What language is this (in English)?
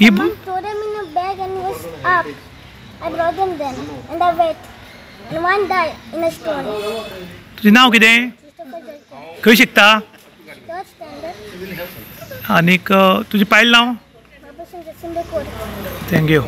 Konkani